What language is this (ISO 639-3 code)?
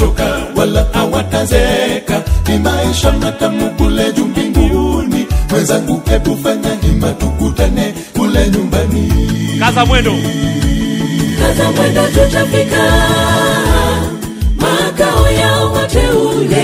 swa